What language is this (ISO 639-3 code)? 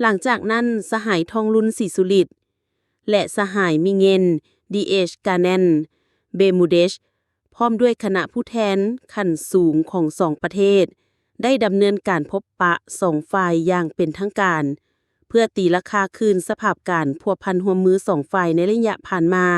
lao